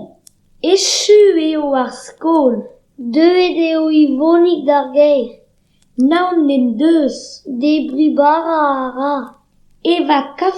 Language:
Breton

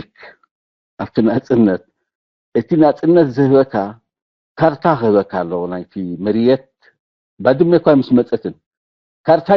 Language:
Tigrinya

